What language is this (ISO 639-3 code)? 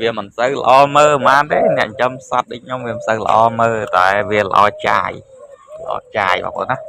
khm